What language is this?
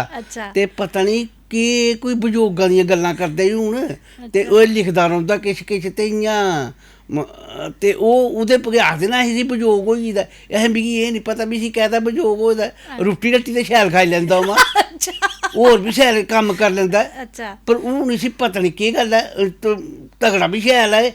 Dogri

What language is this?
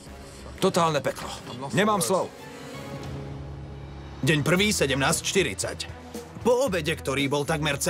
Slovak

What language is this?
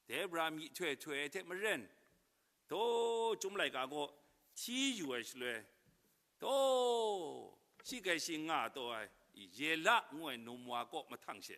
Kachin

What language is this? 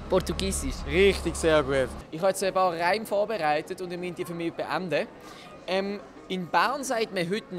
Swiss German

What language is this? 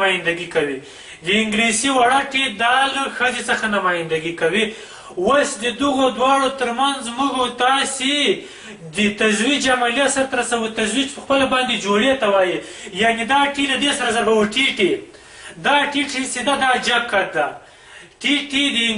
Pashto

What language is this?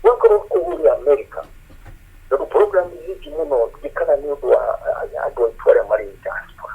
Kikuyu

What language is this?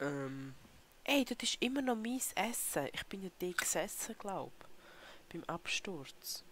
Swiss German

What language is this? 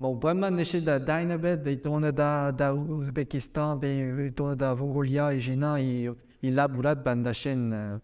Breton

